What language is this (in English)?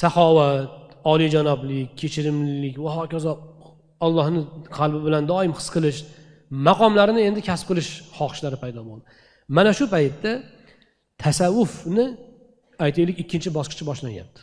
Uzbek